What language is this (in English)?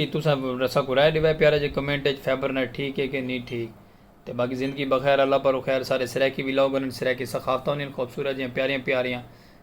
Saraiki